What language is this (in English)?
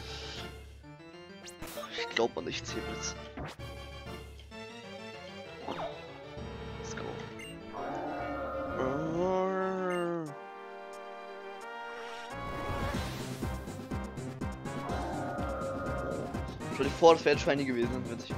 German